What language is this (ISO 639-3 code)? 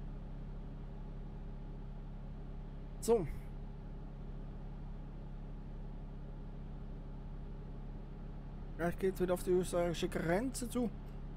deu